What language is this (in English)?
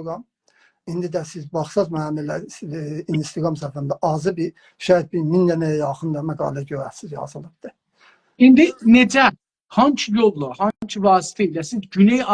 South Azerbaijani